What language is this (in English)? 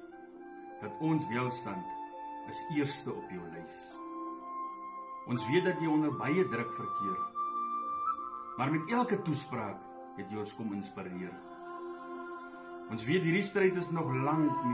Afrikaans